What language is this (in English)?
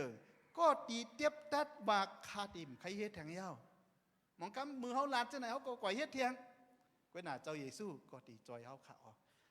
Shan